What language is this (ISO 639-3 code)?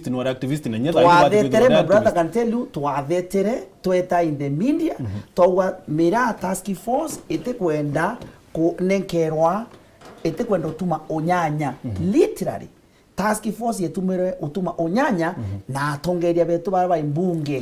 mer